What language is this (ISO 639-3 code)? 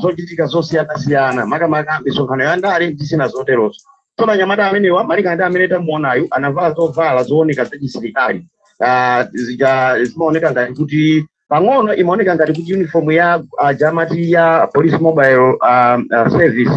nya